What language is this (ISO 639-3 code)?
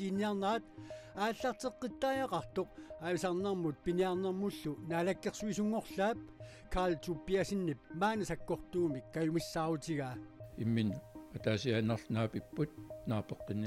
kal